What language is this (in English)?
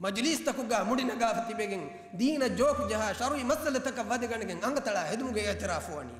Divehi